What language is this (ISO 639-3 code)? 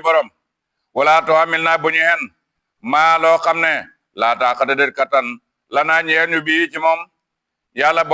wol